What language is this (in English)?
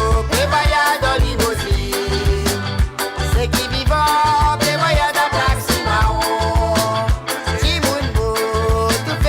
Morisyen